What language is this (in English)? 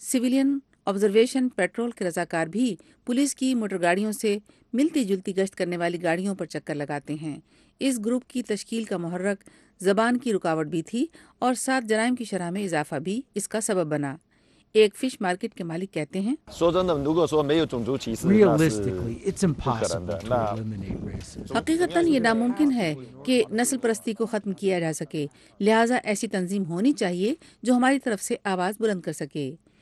Urdu